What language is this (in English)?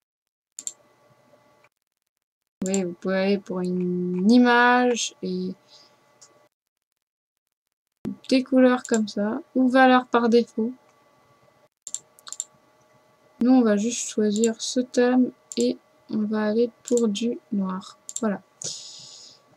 French